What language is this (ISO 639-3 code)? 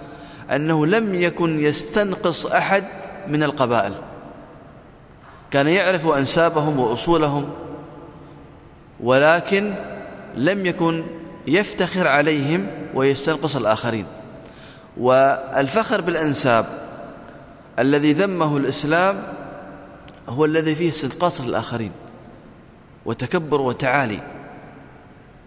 ara